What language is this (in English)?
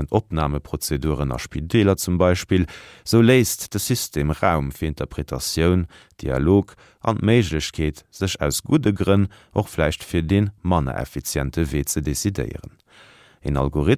Luxembourgish